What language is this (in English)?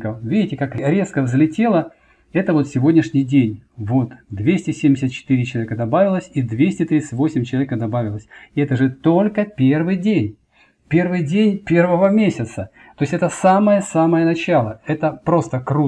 Russian